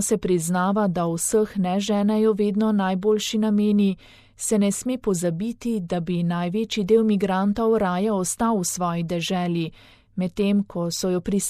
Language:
Slovenian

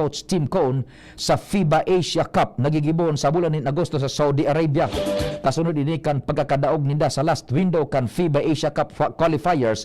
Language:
Bikol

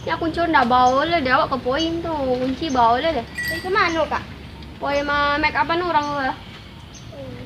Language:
Minangkabau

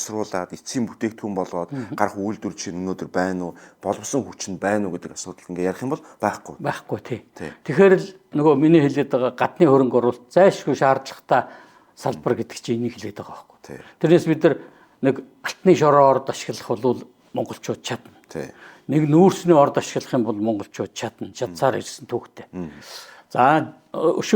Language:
Mongolian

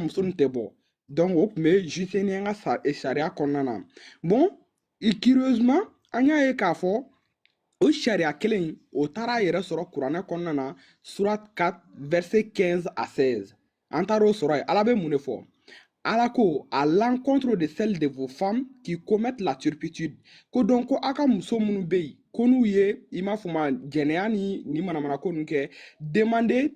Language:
Bambara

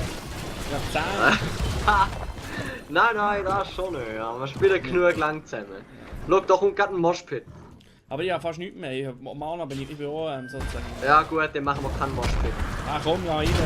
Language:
Swiss German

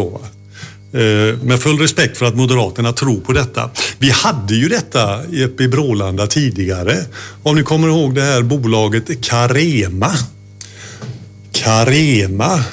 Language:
Swedish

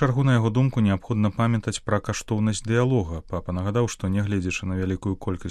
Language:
Belarusian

